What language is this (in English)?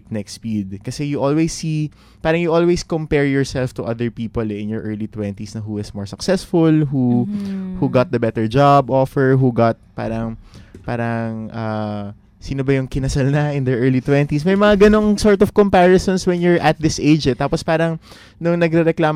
Filipino